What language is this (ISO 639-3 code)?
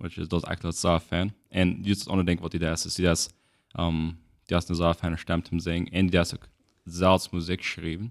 pdt